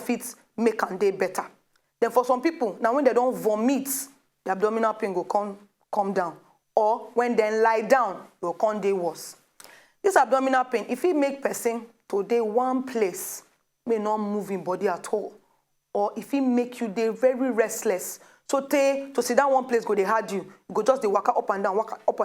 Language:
Nigerian Pidgin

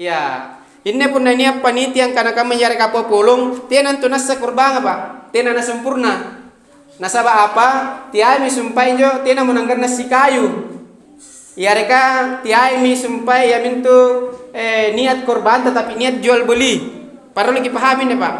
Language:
Makasar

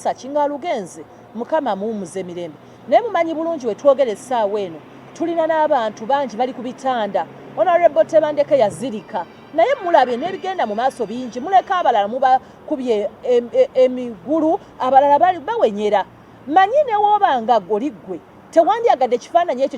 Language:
Ganda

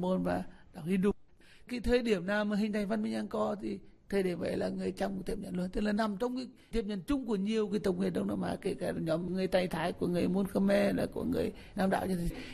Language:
Vietnamese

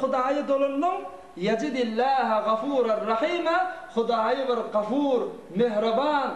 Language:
Turkmen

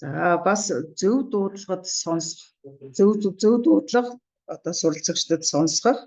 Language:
Mongolian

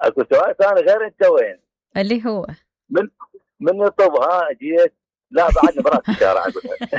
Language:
Mesopotamian Arabic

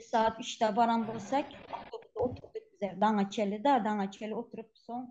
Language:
Turkmen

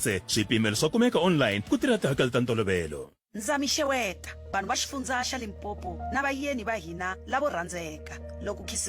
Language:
Tsonga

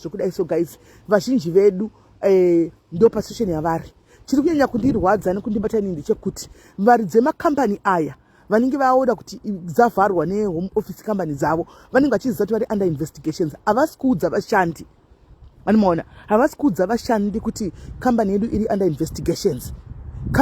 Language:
Shona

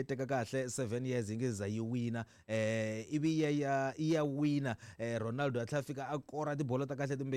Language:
Tsonga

